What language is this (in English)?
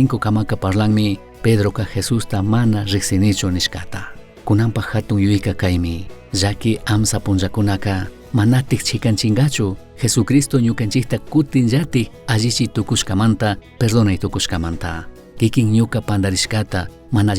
Chimborazo Highland Quichua